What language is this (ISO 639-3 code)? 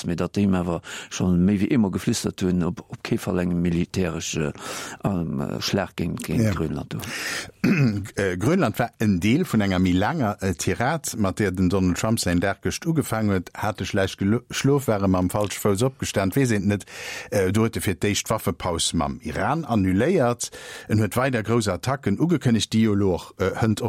ltz